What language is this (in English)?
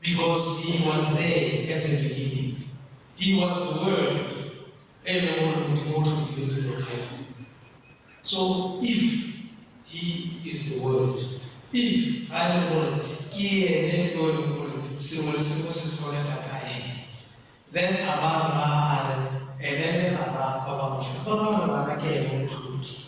Tswana